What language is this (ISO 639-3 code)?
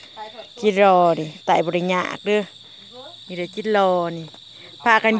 lao